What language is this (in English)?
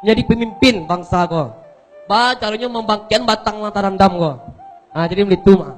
Minangkabau